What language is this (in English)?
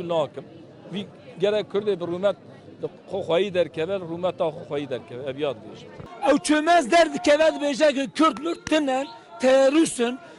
Kurdish